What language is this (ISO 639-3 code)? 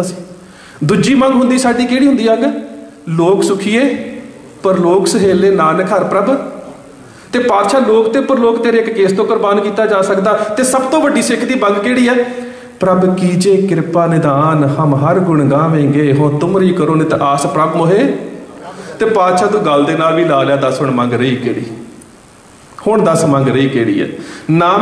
pan